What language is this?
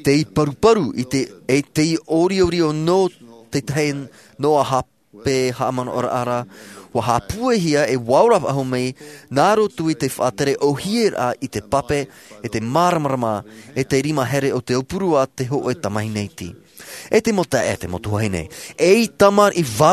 Tahitian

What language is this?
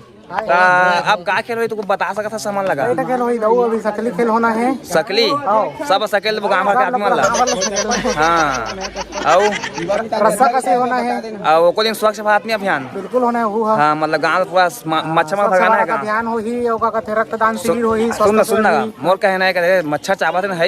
Chhattisgarhi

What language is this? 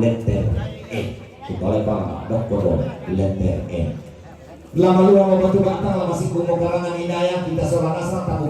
Toraja-Sa'dan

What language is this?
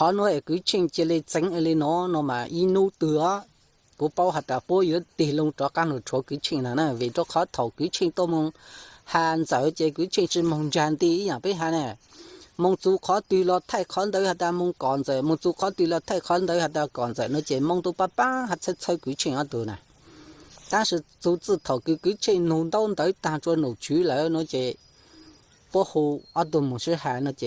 Hmong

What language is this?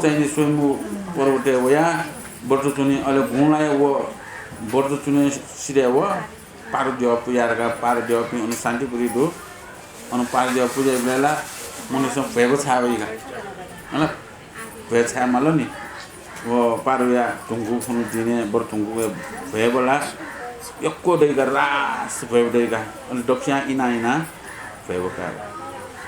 Newari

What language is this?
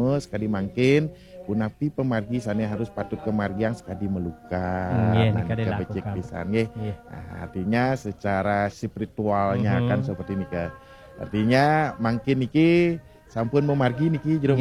Balinese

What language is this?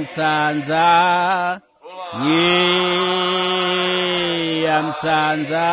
Swati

